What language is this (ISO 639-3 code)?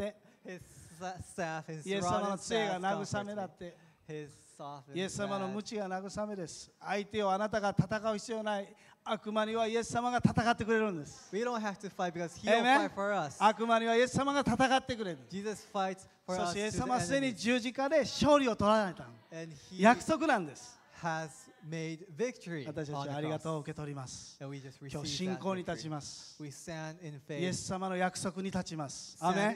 jpn